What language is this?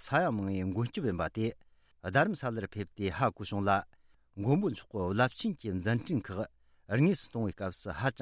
Tibetan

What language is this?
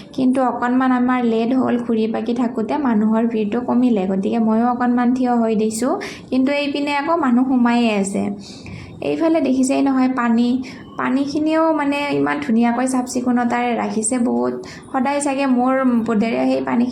Assamese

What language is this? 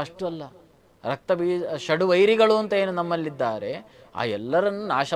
Kannada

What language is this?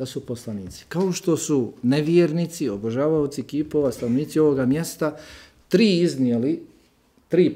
Bosnian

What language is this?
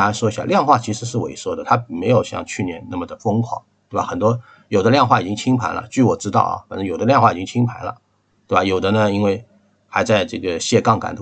Chinese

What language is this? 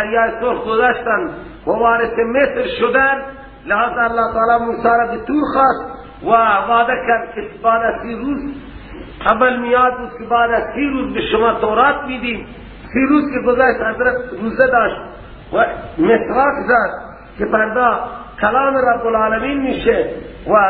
Persian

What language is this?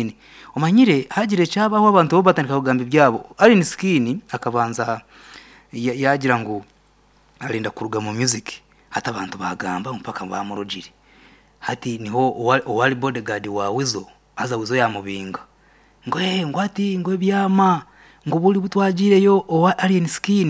Nyankole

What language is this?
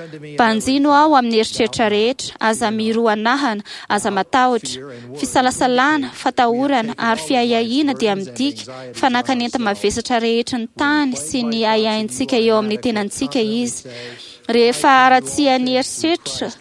Malagasy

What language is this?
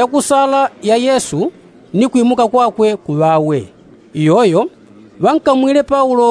Yao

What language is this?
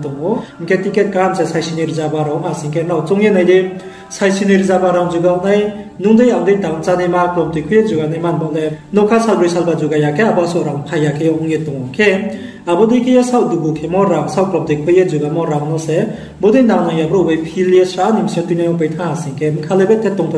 Riang (India)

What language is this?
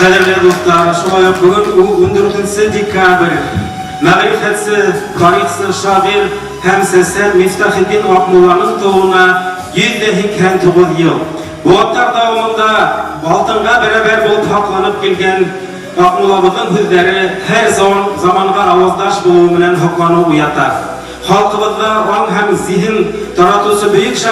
Bashkir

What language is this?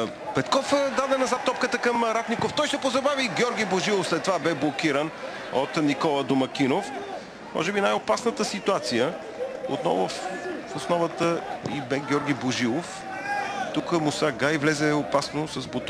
Bulgarian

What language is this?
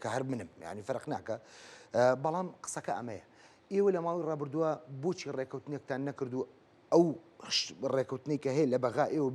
Central Kurdish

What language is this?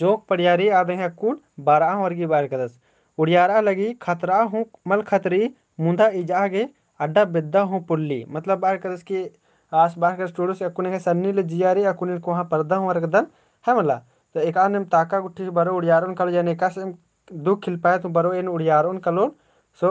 Kurukh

